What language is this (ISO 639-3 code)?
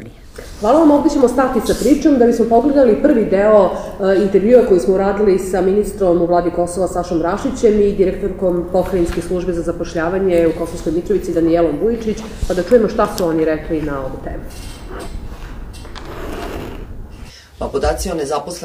srp